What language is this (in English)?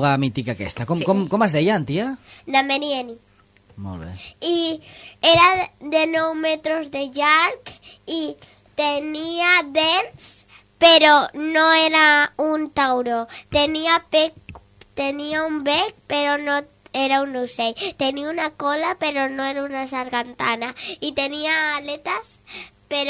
Catalan